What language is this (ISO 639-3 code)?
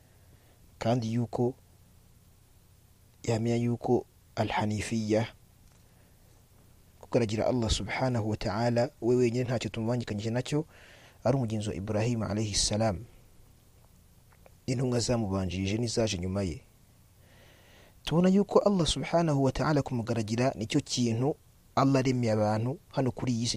kin